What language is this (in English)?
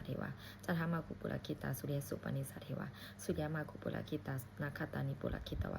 Pali